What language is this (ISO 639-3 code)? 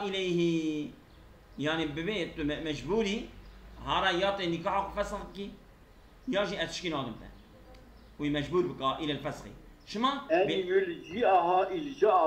kur